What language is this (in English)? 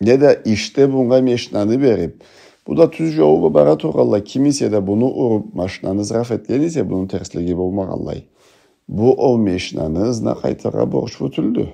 Karachay-Balkar